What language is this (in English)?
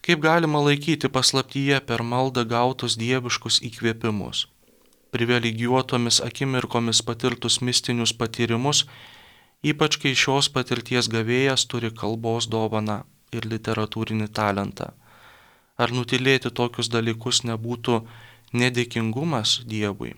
Lithuanian